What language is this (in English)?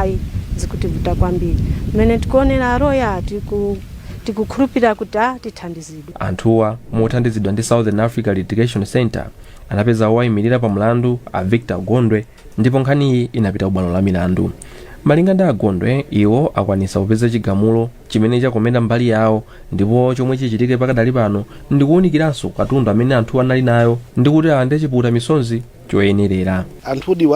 Nyanja